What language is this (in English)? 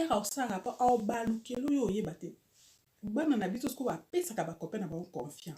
Lingala